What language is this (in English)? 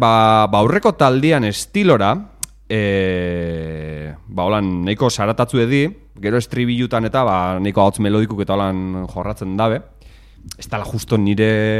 Basque